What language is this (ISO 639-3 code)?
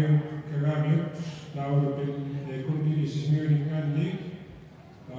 kal